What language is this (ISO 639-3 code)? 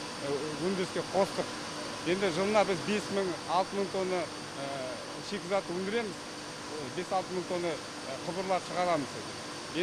kaz